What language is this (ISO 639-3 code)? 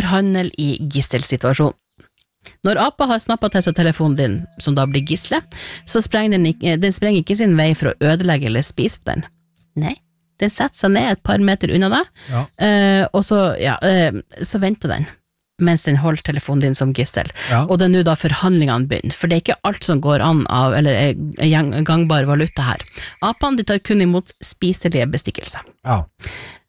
nor